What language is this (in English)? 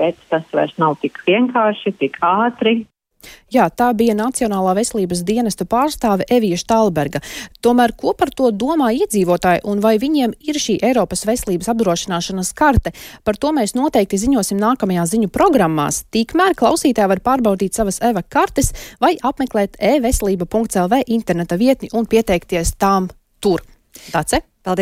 Latvian